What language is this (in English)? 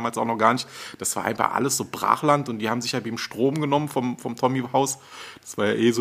German